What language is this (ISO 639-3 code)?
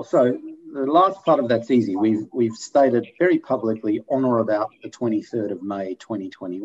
eng